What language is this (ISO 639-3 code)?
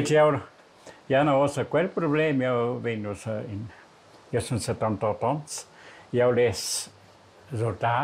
roh